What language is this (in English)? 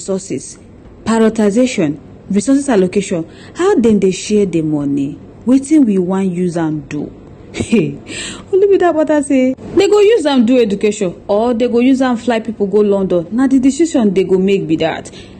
Nigerian Pidgin